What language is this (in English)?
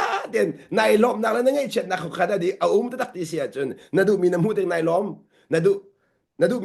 Hakha Chin